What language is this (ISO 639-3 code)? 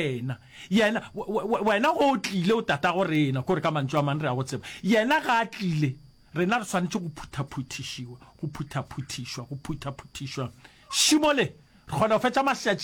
nso